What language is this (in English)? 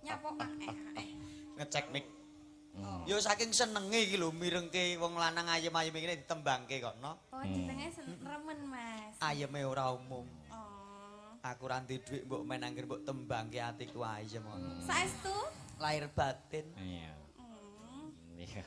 Javanese